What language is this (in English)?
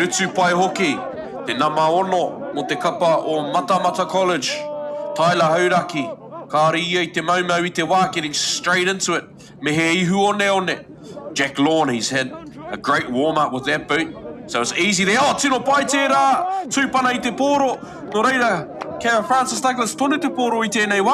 Māori